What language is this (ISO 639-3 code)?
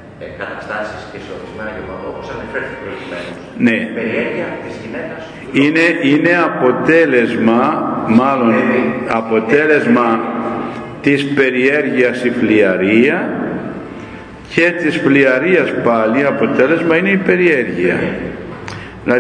ell